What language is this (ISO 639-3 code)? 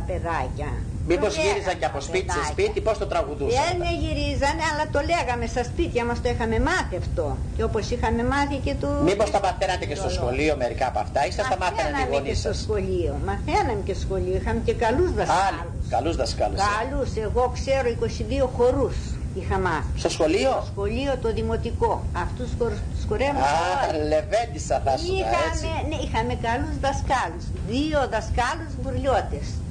ell